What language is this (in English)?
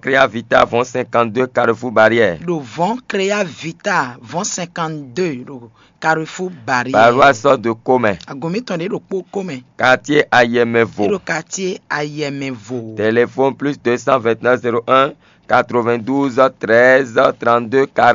Fon